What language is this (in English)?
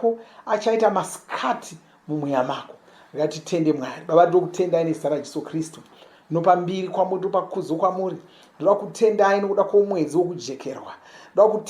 Shona